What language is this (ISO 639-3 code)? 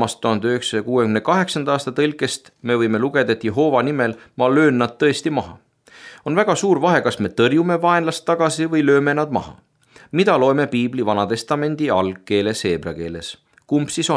est